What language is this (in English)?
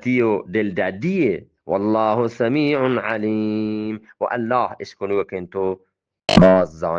Eastern Balochi